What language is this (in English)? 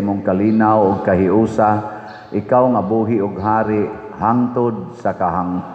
Cebuano